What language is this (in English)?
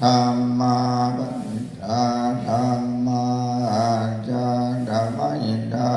Pali